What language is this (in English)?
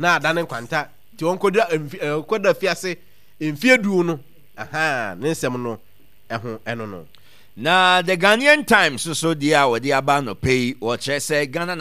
Akan